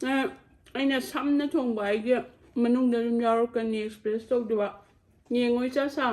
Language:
Manipuri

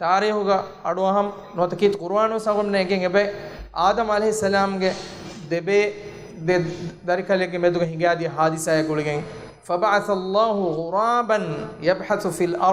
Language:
Divehi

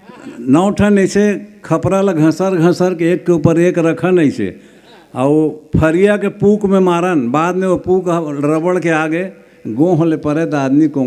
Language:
Chhattisgarhi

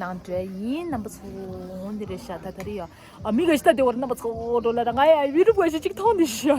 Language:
Tibetan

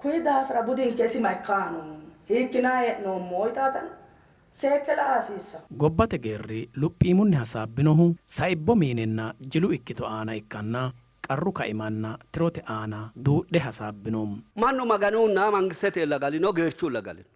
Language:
Sidamo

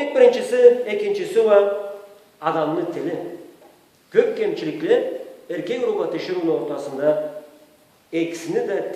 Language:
Karachay-Balkar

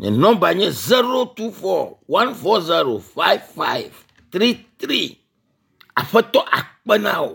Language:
Ewe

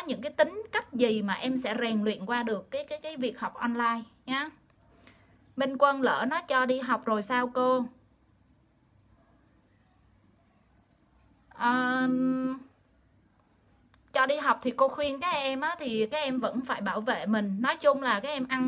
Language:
Vietnamese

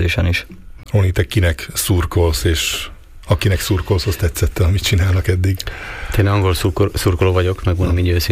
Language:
Hungarian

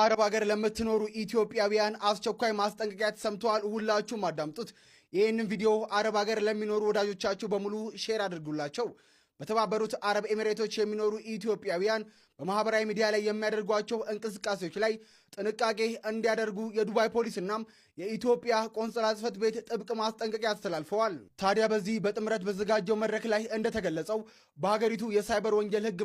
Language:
Amharic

